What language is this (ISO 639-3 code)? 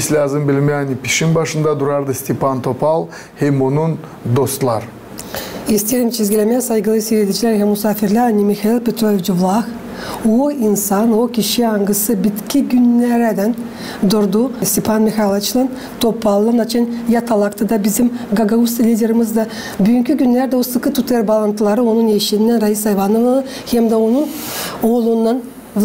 gag